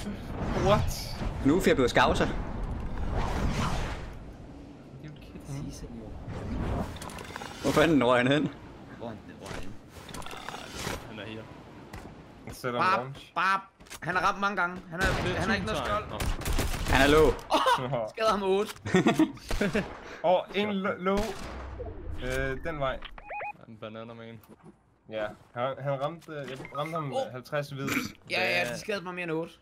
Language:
Danish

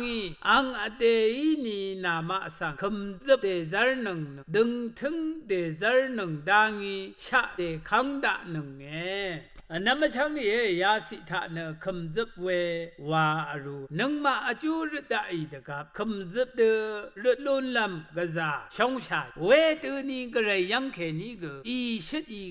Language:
Rawang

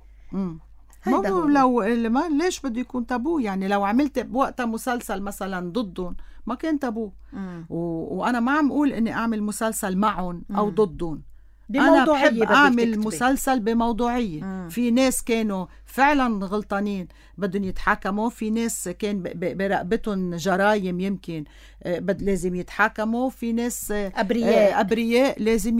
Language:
North Levantine Arabic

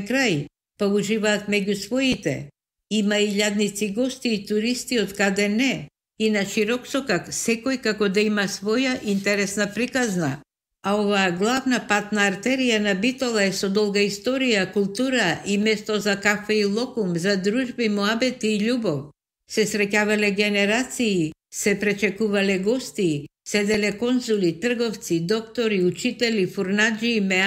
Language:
Macedonian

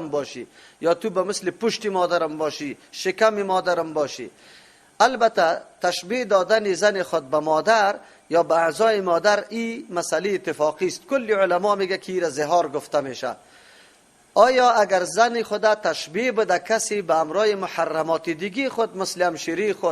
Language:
Persian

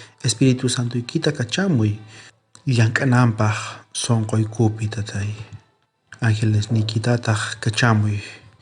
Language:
South Bolivian Quechua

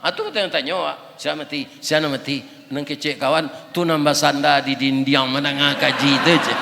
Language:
Minangkabau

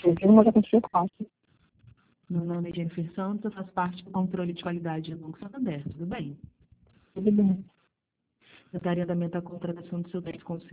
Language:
Portuguese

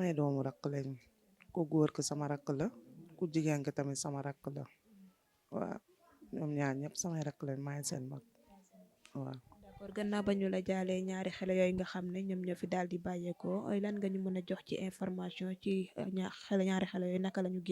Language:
Wolof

